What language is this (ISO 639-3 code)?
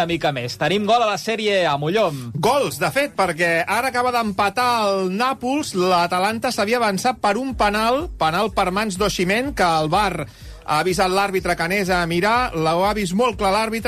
cat